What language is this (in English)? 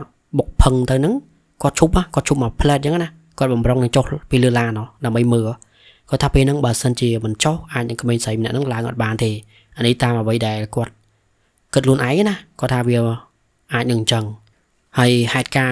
Khmer